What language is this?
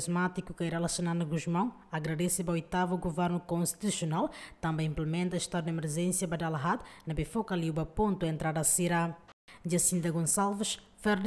Tetum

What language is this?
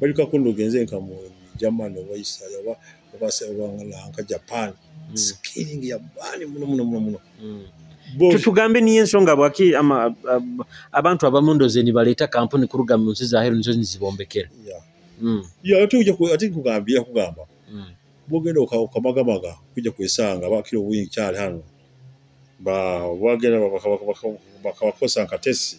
Nyoro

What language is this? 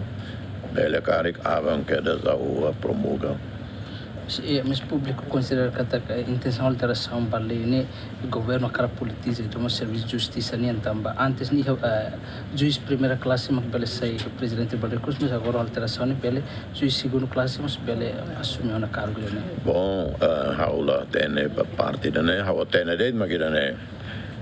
Tetum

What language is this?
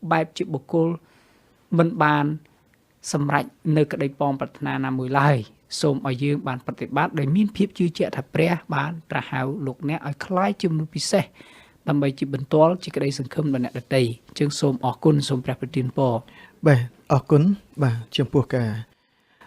Khmer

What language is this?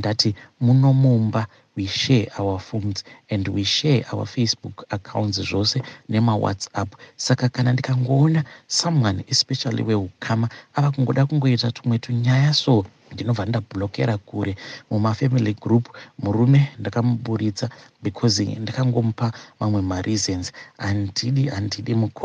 Shona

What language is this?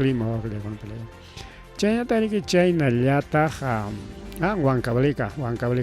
Ayacucho Quechua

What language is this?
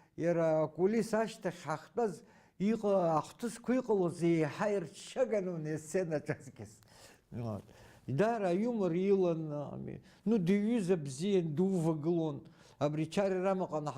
Abkhazian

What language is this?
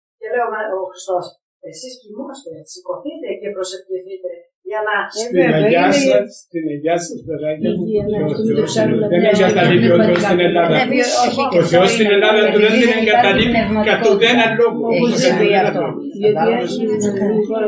Greek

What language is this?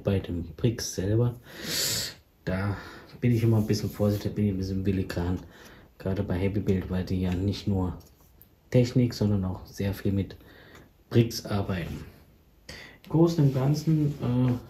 German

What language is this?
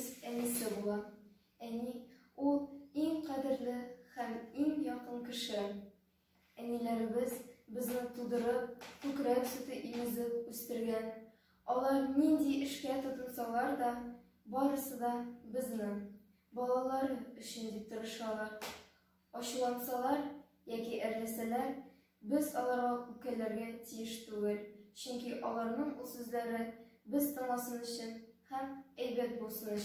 Tatar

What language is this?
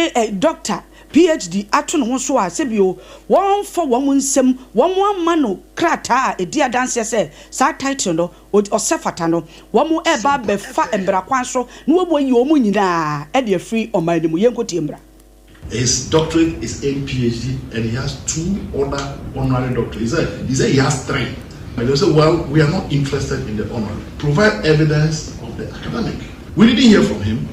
Akan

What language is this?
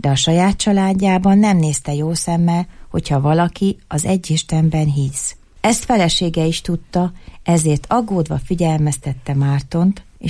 Hungarian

